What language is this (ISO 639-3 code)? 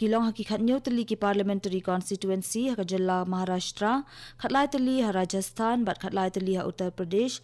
kha